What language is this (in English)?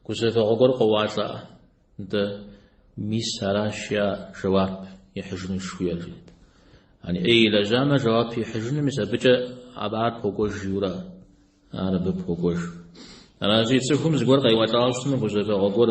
Kabardian